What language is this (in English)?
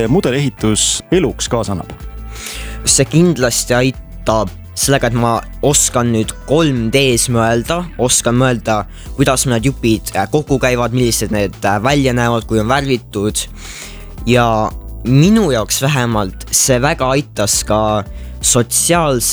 Estonian